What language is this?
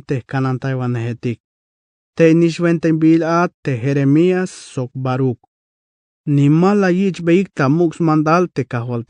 Tzeltal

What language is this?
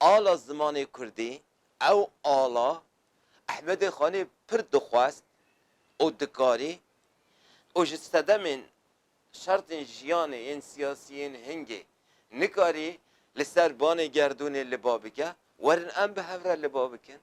Kurdish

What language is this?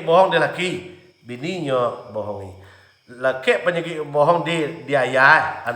Minangkabau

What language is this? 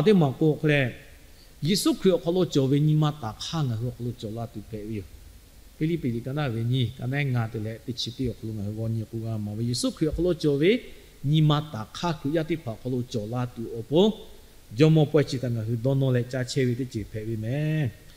Lahu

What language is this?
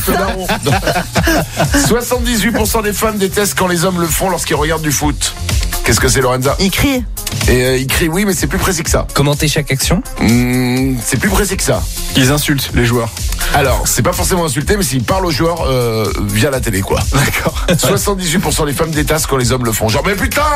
French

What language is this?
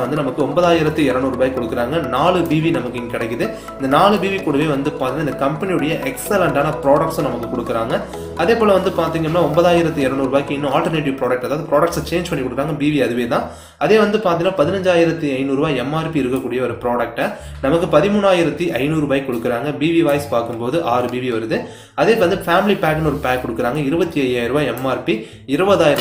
Tamil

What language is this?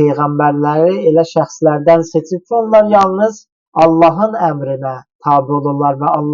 Azerbaijani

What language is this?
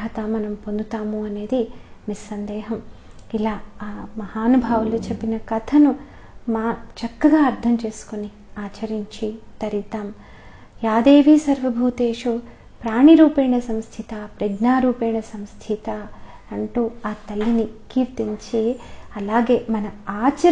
Telugu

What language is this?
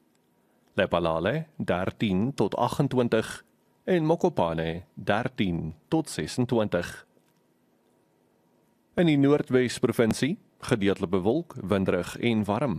Afrikaans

